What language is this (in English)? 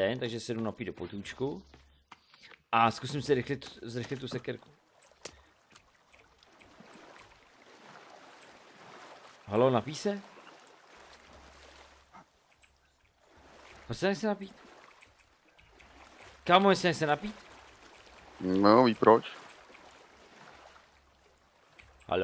Czech